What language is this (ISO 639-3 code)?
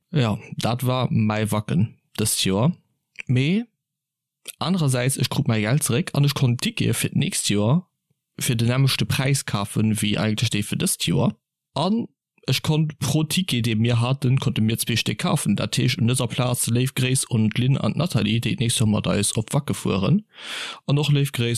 ltz